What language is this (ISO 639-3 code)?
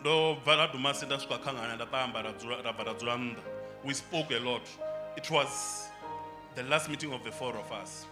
ven